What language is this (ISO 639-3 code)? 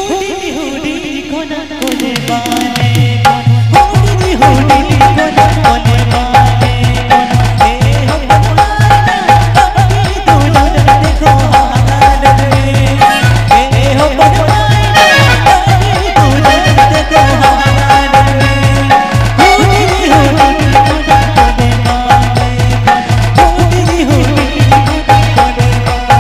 sat